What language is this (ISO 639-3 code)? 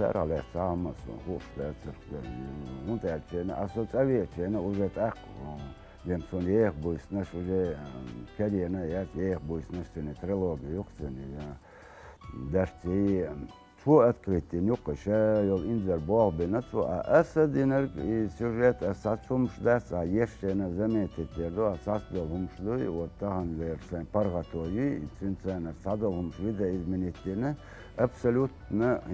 che